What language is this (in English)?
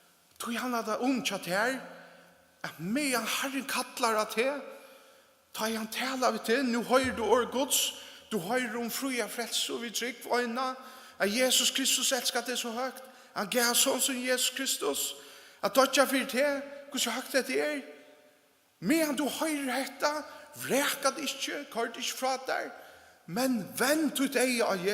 Faroese